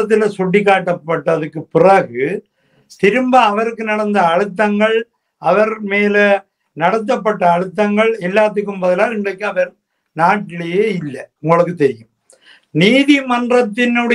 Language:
Tamil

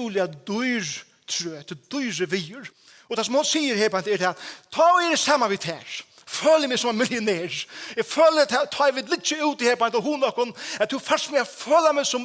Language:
Faroese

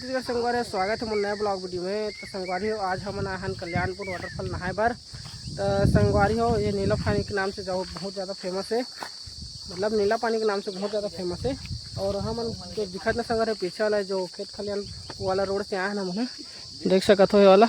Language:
Chhattisgarhi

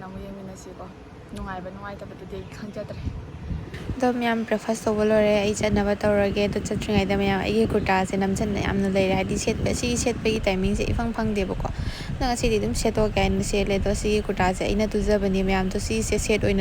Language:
Manipuri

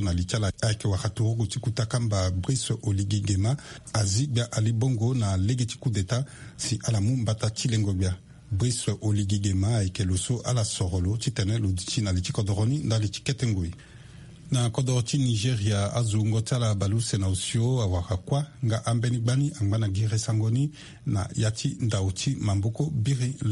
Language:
Sango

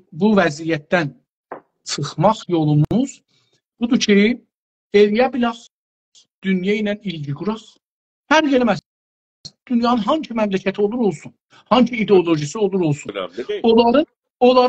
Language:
South Azerbaijani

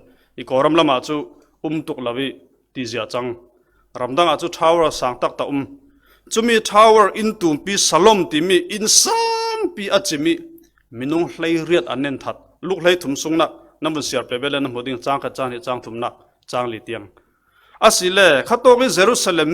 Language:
Falam Chin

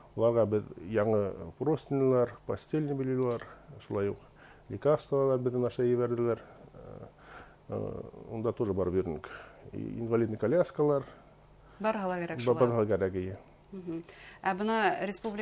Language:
Bashkir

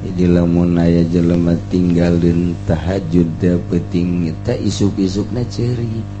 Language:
Sundanese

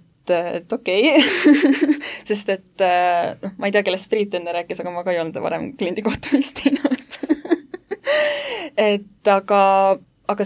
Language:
Estonian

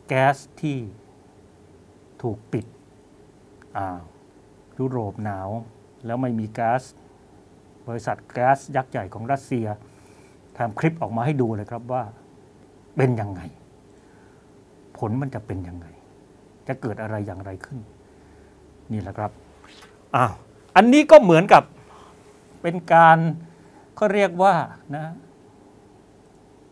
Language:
Thai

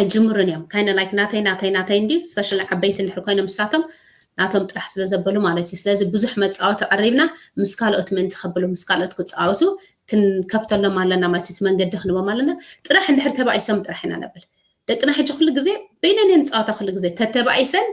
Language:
Tigrinya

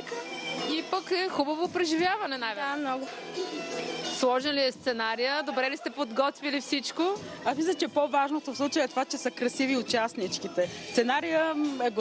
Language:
Bulgarian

